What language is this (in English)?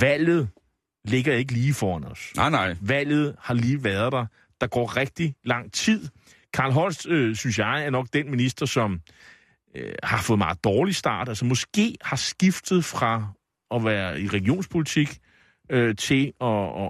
Danish